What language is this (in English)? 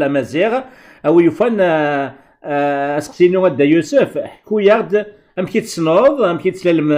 Kabyle